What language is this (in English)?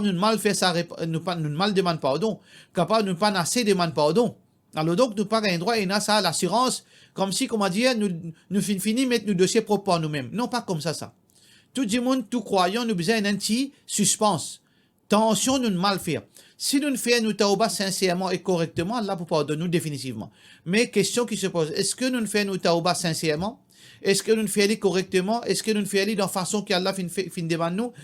Morisyen